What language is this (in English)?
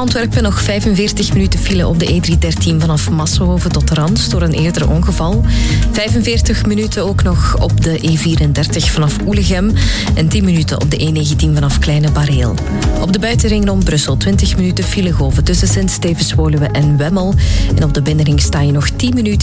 Dutch